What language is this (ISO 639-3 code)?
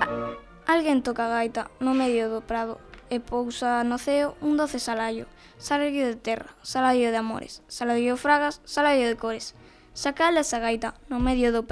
glg